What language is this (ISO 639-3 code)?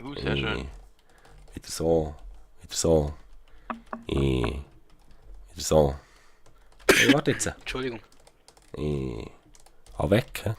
gsw